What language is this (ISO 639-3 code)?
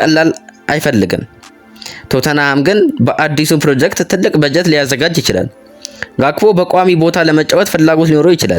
amh